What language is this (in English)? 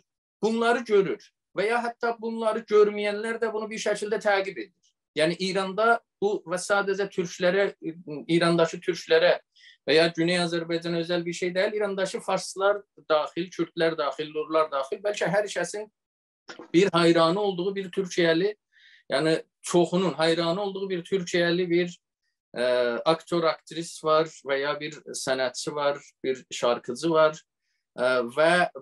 South Azerbaijani